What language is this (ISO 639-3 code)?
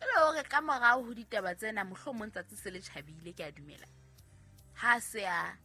sot